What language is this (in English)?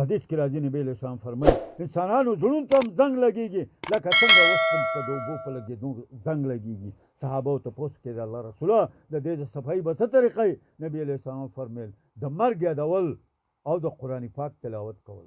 Pashto